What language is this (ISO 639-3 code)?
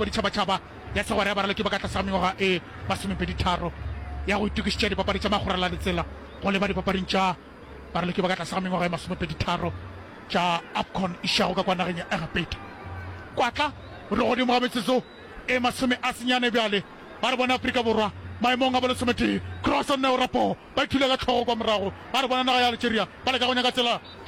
nso